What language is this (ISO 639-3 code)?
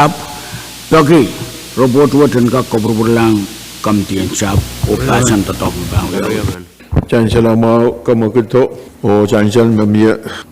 pon